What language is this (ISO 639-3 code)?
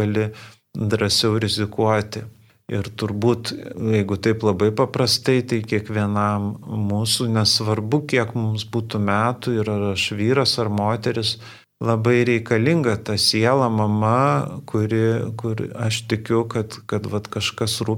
lit